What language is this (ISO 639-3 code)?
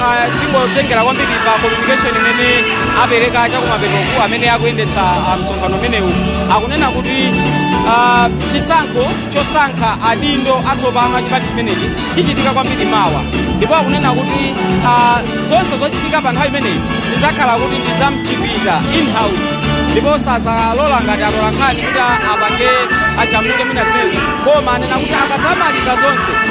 nya